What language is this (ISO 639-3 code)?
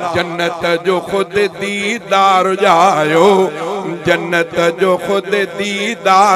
snd